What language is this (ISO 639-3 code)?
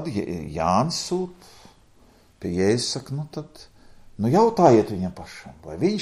lav